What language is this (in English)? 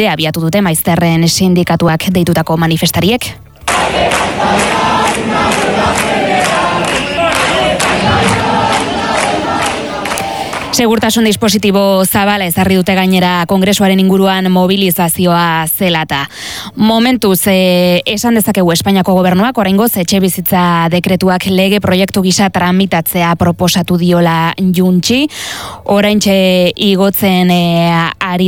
Basque